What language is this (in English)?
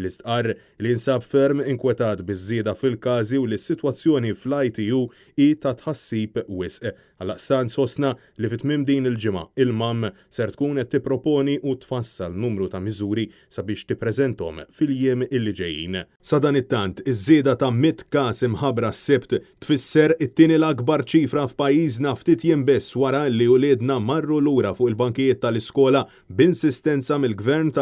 Maltese